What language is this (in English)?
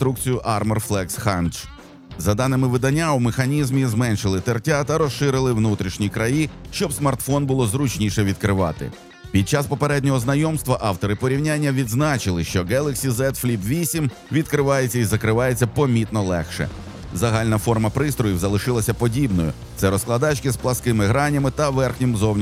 Ukrainian